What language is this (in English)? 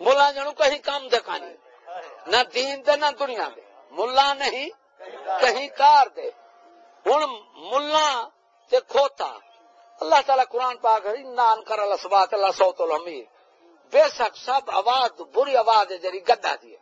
Saraiki